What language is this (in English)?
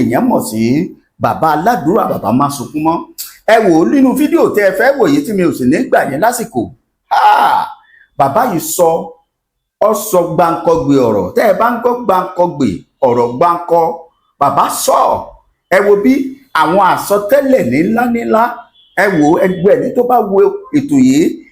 Yoruba